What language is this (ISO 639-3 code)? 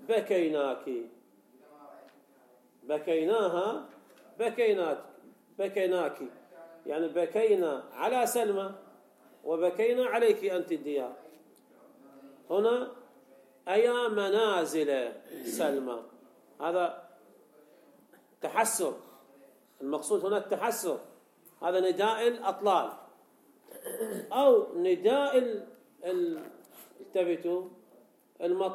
ara